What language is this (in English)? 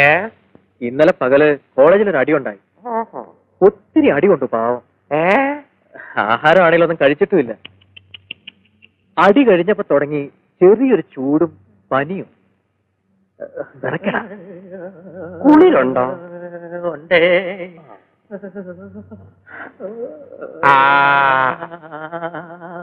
Malayalam